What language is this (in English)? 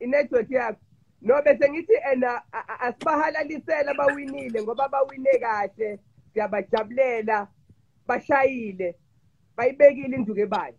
Zulu